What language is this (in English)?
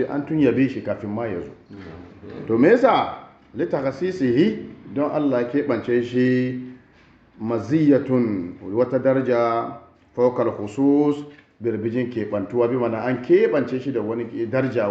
Hausa